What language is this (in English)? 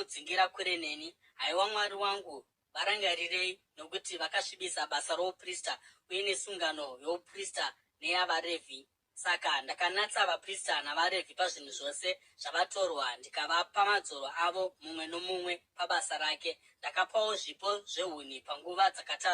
Shona